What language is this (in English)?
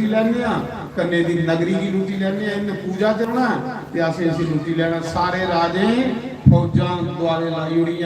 Dogri